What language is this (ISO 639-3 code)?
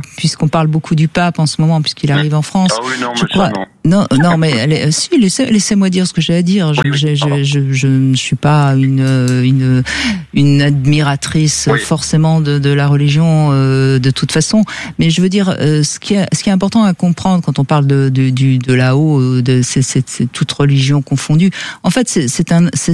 fra